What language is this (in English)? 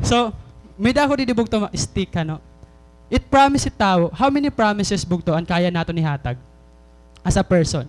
Waray